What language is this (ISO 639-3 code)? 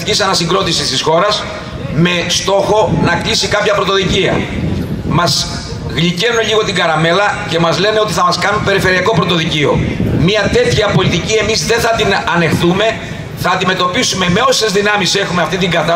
ell